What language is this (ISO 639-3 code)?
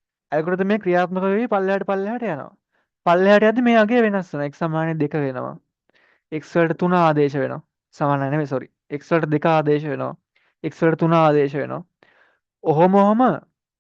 sin